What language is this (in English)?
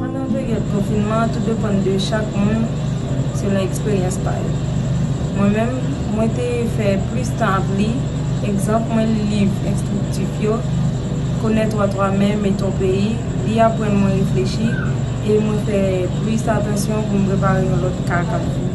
Haitian Creole